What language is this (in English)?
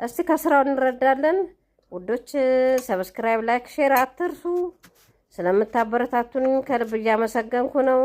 Amharic